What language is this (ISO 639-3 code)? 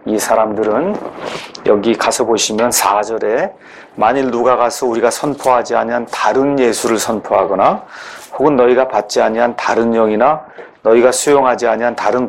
kor